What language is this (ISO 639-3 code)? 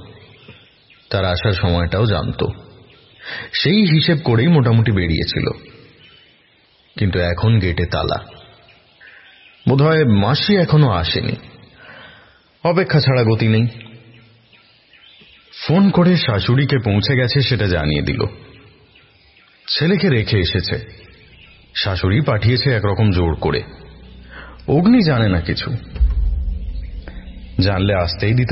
ben